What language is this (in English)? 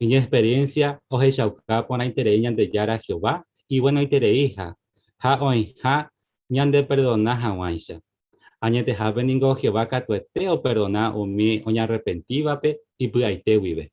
Guarani